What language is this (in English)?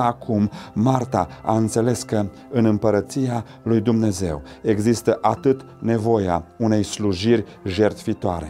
Romanian